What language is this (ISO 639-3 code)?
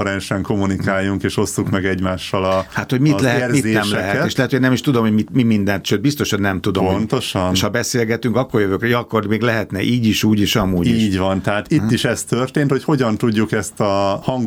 hun